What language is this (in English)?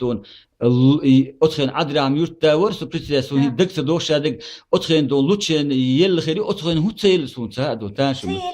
Chechen